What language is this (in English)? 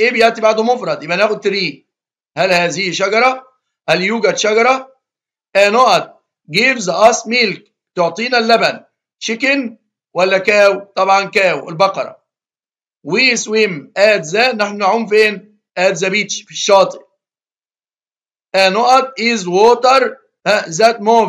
Egyptian Arabic